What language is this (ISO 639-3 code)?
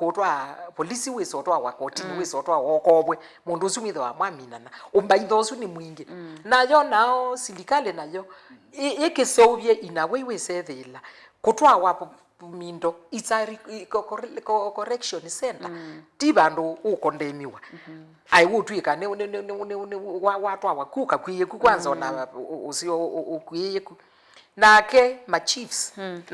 kam